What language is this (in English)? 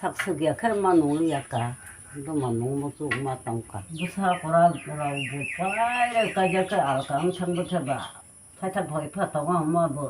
Kok Borok